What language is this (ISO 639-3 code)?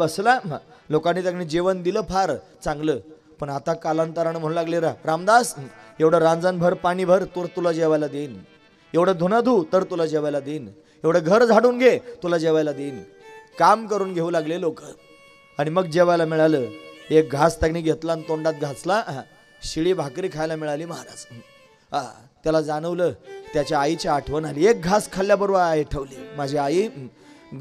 mar